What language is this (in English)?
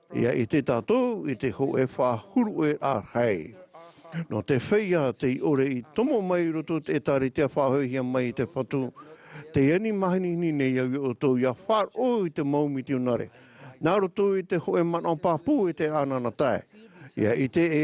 Tahitian